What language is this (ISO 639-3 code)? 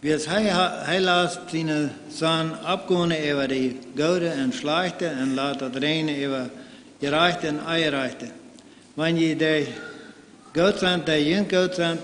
pdt